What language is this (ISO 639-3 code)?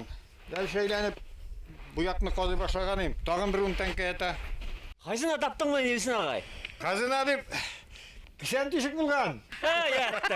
bak